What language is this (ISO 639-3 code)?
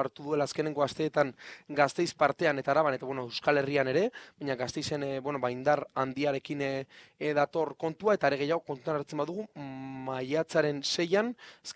eus